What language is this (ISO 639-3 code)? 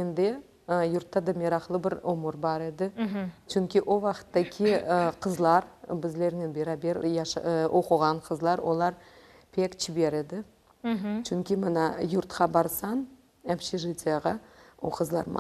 crh